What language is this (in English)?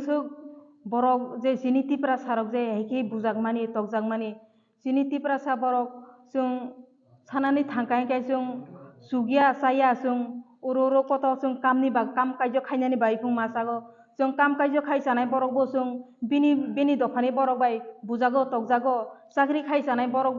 Riang (India)